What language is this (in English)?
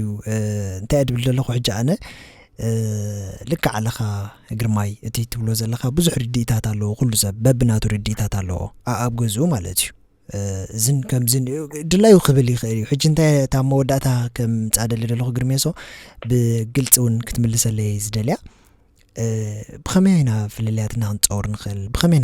Tigrinya